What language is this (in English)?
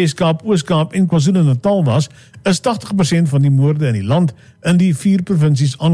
Afrikaans